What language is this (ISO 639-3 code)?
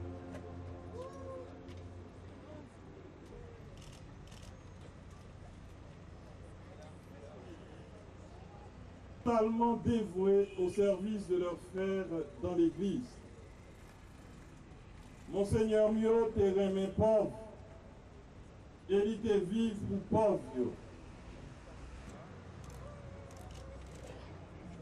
fra